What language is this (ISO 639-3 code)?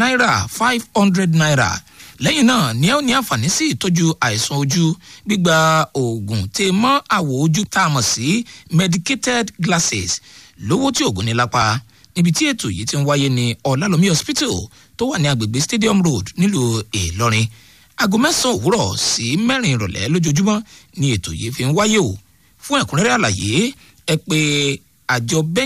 yor